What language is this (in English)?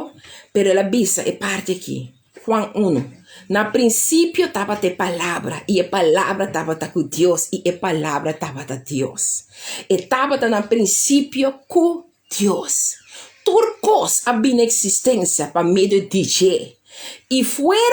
Papiamento